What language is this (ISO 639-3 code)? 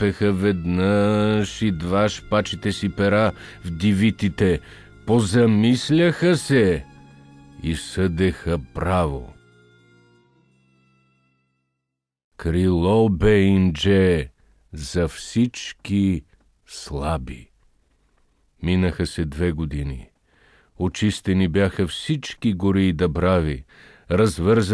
bul